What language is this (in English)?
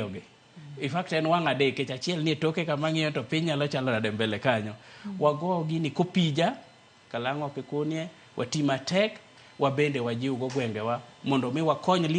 Luo (Kenya and Tanzania)